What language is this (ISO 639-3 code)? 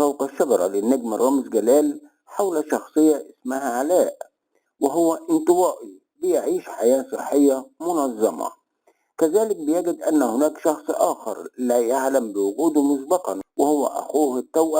arz